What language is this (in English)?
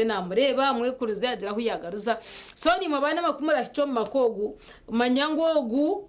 Nyankole